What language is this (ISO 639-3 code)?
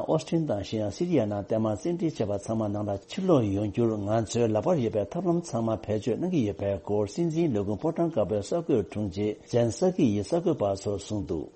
bod